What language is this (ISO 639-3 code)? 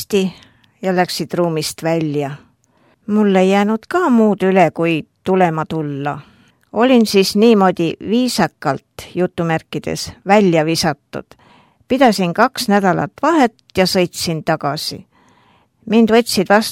est